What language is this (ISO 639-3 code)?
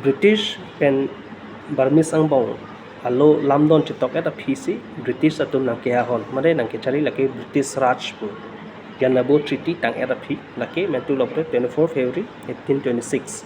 mjw